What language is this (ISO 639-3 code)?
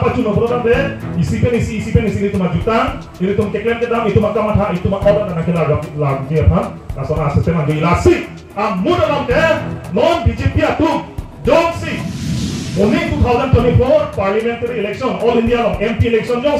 mjw